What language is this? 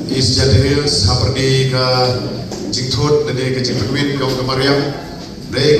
Khasi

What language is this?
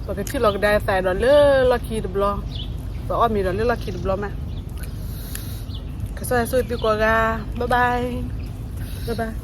S'gaw Karen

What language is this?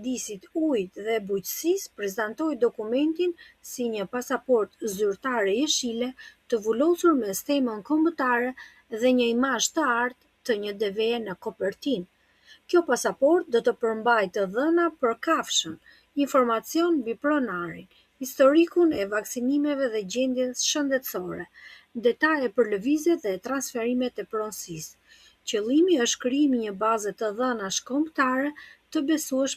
Albanian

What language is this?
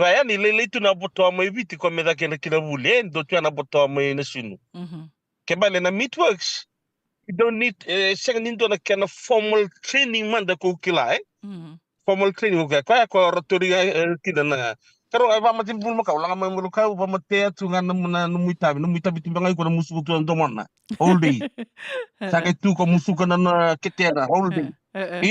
Fijian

